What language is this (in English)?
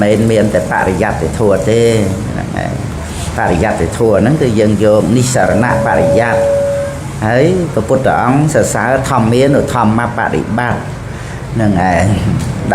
Khmer